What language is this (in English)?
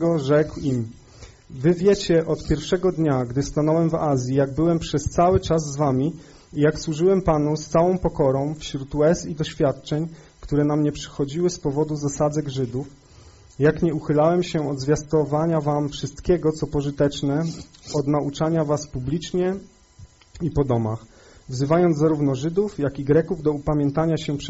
Polish